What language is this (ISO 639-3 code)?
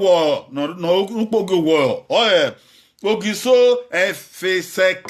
bin